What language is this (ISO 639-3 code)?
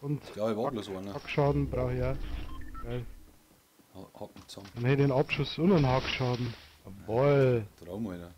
bar